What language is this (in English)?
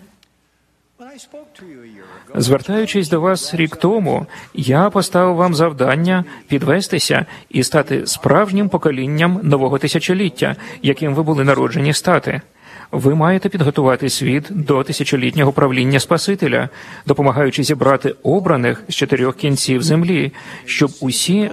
Ukrainian